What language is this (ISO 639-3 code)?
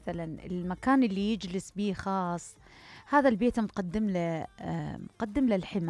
acm